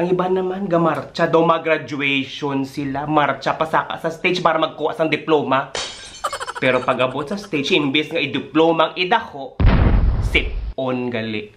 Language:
Hiligaynon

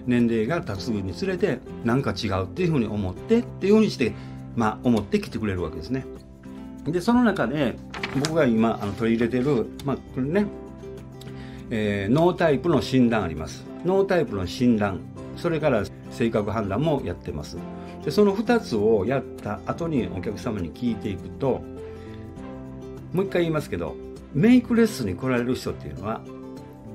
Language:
Japanese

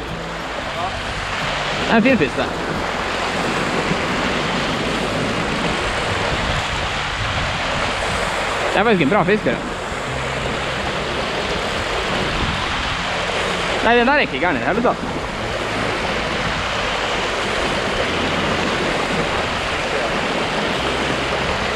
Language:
Norwegian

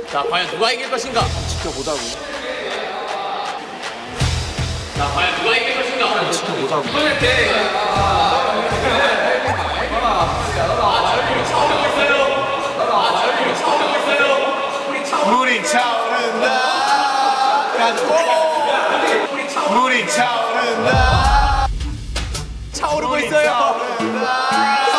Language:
Korean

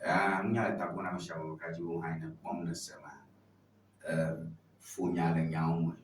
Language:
Ewe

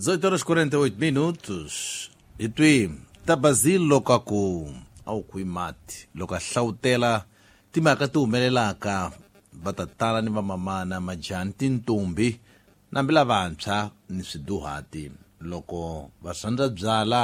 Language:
Tsonga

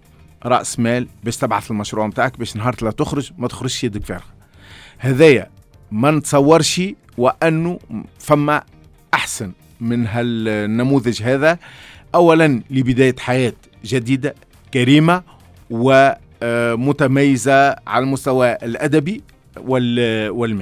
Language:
Tunisian Arabic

